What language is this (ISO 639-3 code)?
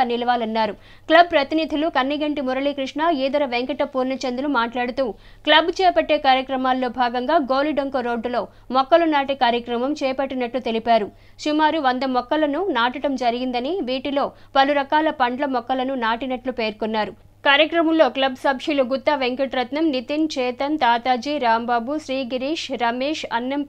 tel